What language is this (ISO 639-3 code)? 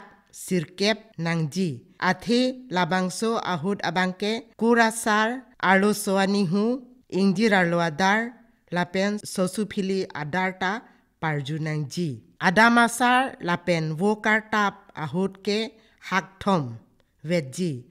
mjw